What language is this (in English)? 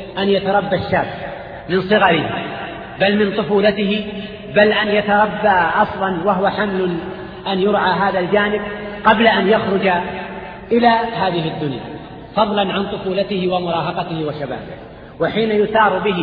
Arabic